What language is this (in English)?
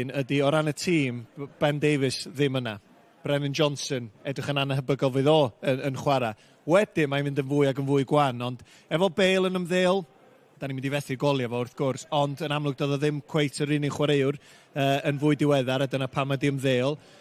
Welsh